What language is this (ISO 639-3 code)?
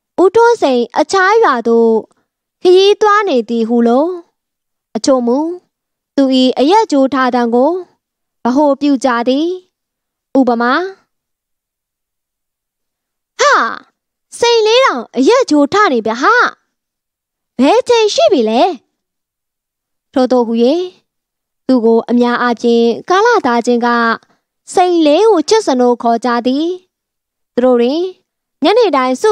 mya